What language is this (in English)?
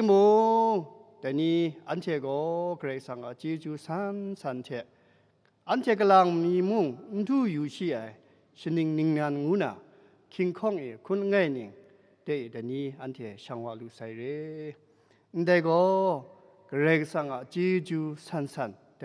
Kachin